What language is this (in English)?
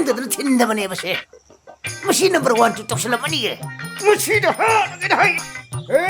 Manipuri